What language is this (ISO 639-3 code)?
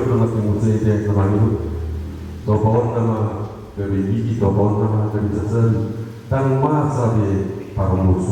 bbc